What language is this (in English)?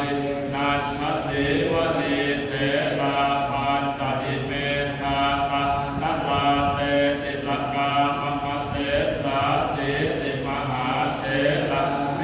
Pali